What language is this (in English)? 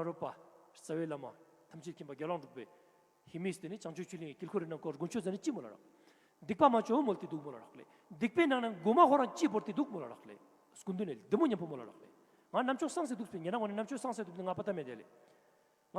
Ladakhi